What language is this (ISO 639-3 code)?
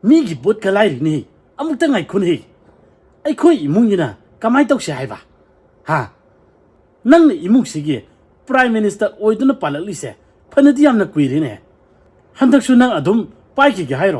mni